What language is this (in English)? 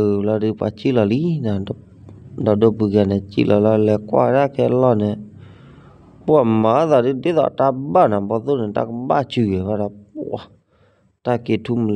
S'gaw Karen